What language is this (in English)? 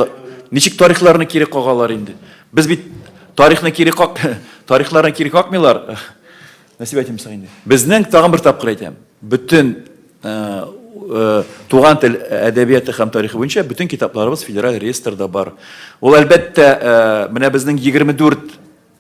Tatar